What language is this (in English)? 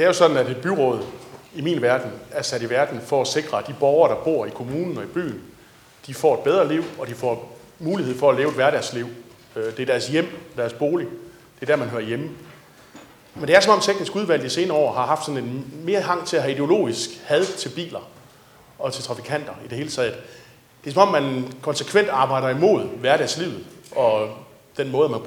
Danish